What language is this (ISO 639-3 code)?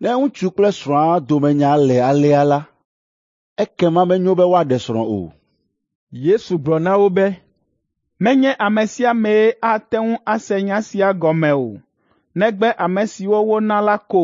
ewe